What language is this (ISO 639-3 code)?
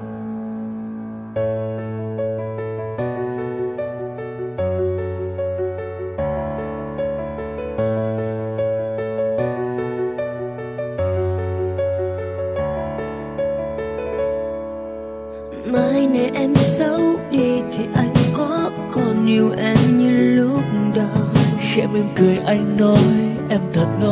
vie